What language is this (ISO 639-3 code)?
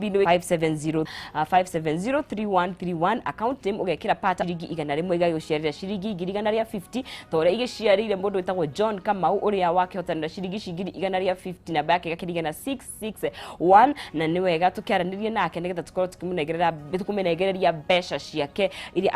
kik